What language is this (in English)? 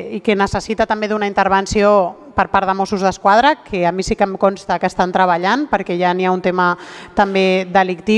Catalan